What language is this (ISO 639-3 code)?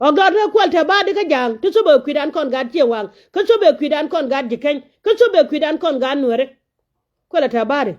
nus